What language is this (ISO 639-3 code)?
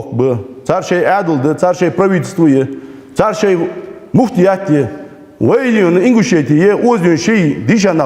inh